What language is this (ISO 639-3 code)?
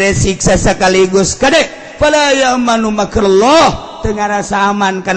sun